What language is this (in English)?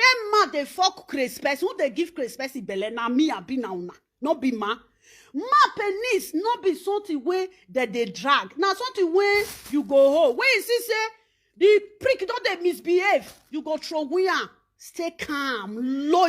Nigerian Pidgin